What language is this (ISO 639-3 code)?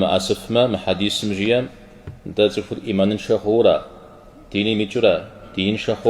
kbd